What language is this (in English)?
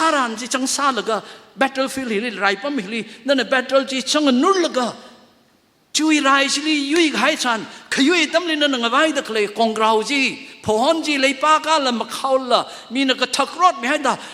Tangkhul Naga (India)